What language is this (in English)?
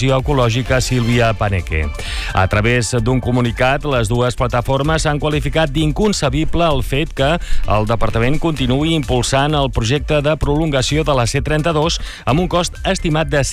Catalan